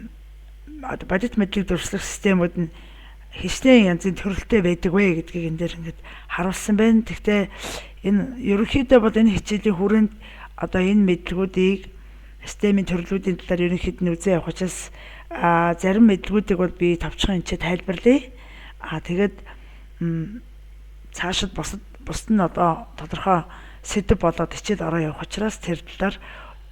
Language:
Mongolian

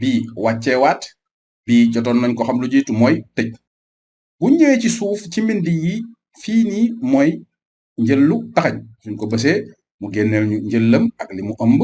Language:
Wolof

